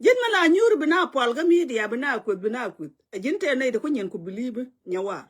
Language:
Nuer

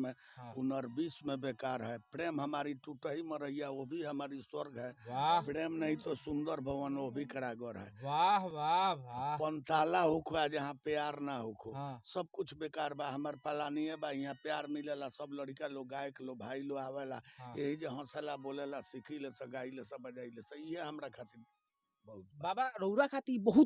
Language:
Bhojpuri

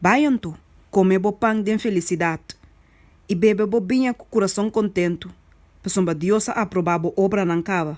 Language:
Papiamento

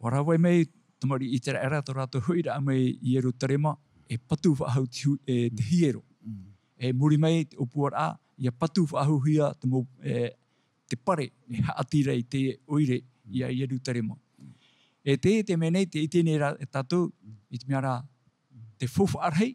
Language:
Tahitian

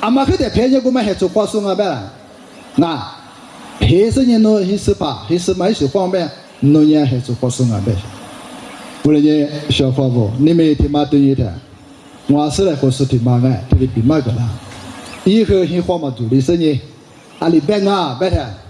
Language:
Lisu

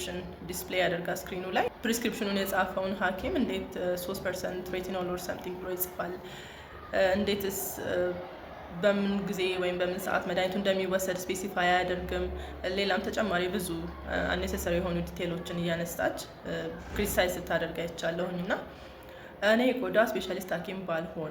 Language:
Amharic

